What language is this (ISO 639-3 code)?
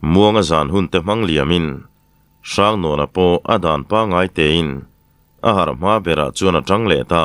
lus